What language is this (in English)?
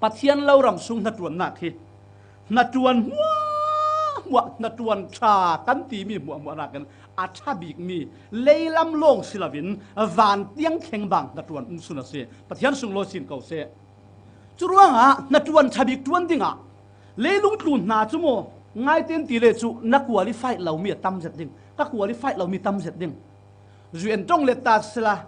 Falam Chin